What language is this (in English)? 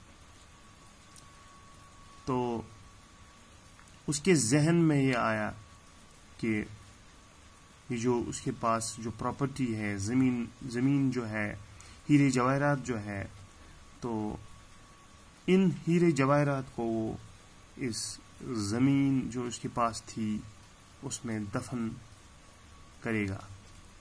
Urdu